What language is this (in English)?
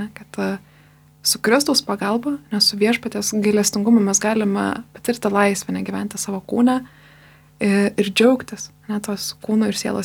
Lithuanian